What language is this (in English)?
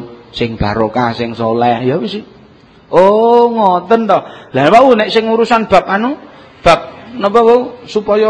Javanese